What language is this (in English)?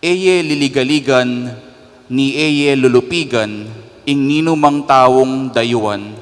Pampanga